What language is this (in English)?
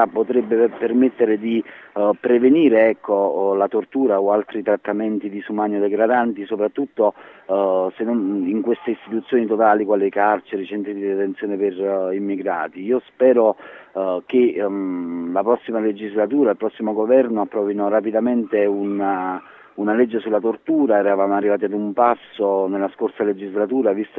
Italian